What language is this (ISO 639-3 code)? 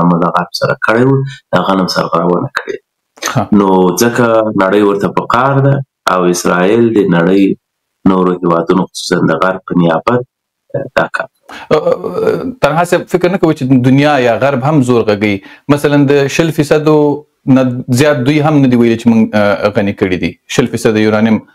pus